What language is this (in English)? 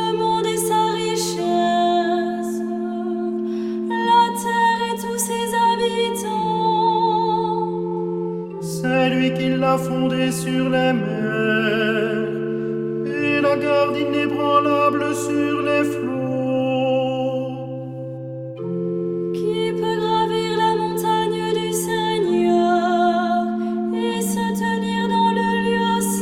French